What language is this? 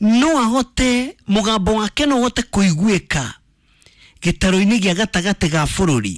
Kikuyu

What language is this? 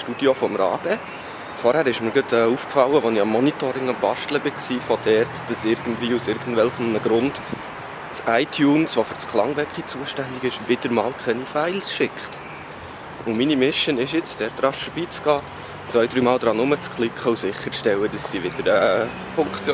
Swiss German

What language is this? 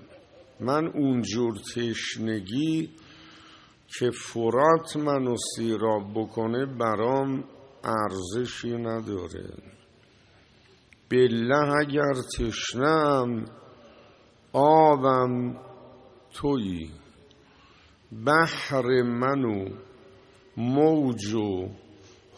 Persian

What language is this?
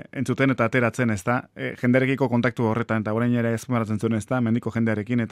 Basque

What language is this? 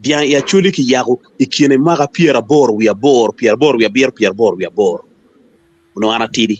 Acoli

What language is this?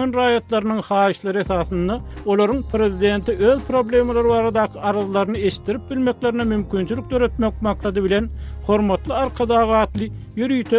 Turkmen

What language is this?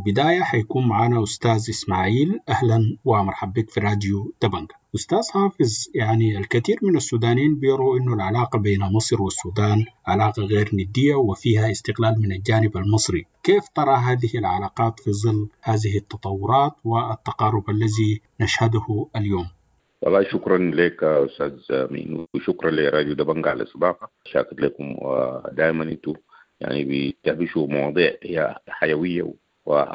Sudanese Arabic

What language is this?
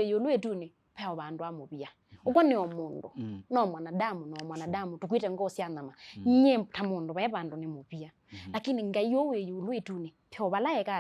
Kamba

